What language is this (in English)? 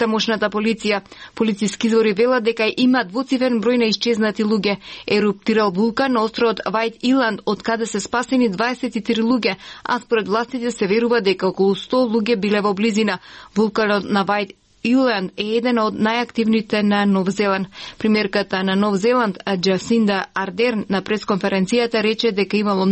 Macedonian